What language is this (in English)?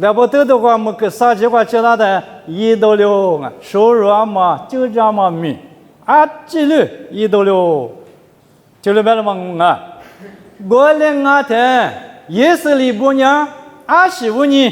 Lisu